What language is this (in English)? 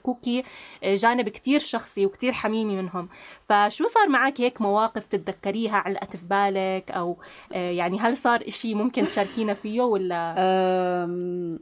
North Levantine Arabic